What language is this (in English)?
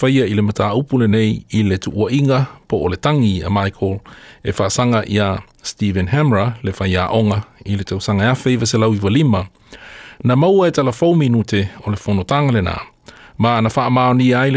Samoan